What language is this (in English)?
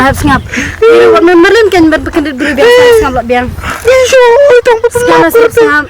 Khasi